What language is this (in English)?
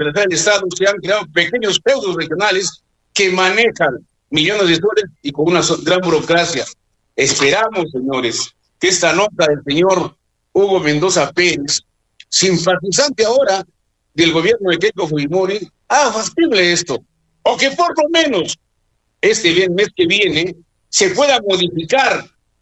Spanish